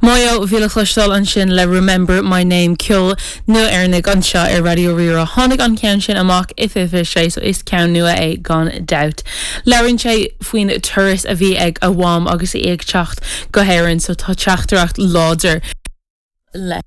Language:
Irish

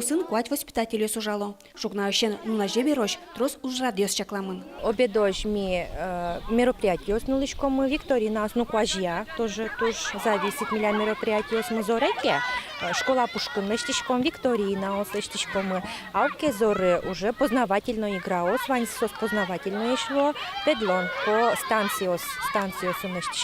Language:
Udmurt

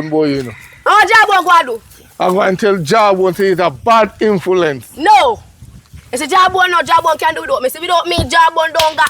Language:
Jamaican Creole English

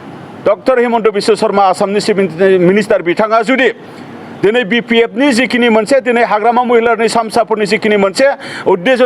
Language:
Bodo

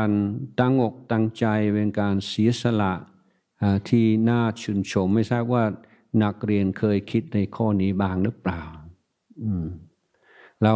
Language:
Thai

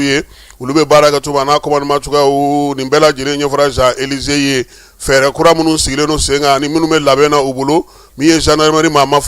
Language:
Bambara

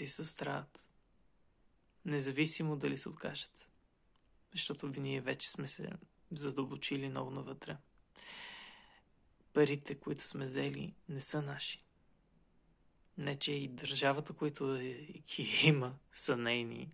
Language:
Bulgarian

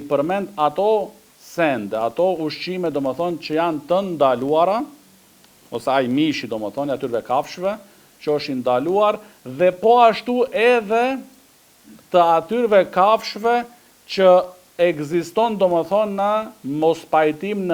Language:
Albanian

